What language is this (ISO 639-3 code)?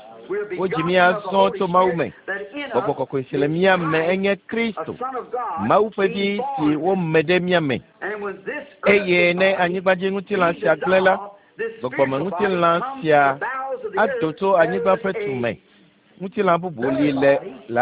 ewe